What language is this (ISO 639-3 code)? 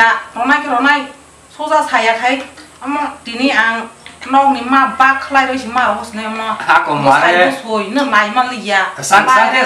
trp